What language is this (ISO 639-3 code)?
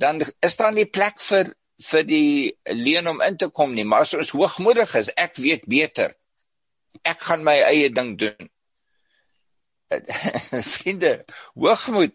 afr